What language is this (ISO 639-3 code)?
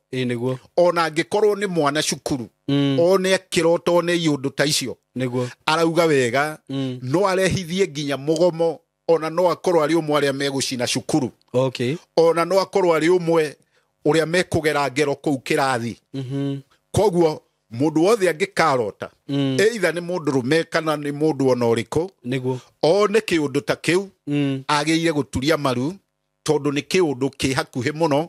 kik